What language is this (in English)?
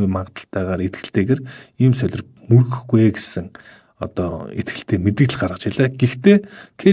Mongolian